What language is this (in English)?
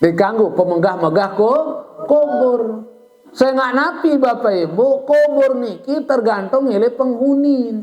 Sasak